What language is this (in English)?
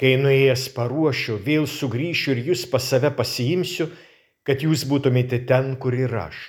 Lithuanian